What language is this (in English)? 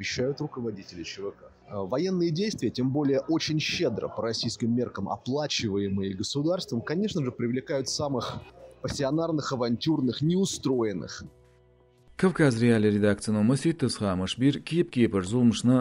Chechen